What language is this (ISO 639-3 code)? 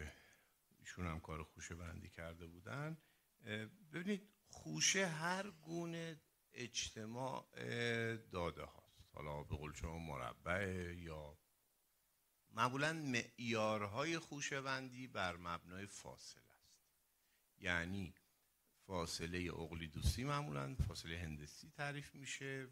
fas